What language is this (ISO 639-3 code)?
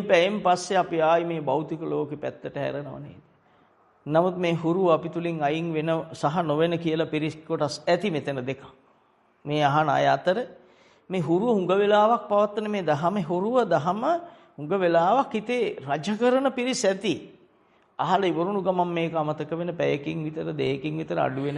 sin